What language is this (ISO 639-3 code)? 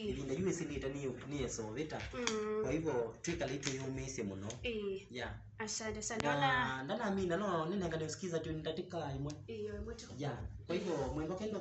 kam